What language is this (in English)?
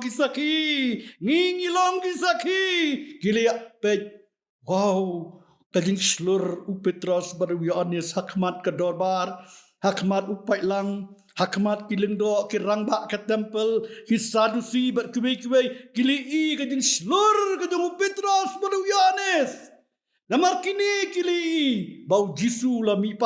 Khasi